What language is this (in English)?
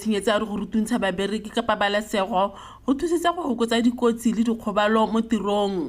Tswana